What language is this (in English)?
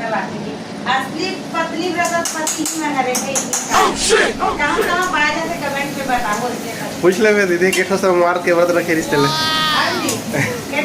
Chhattisgarhi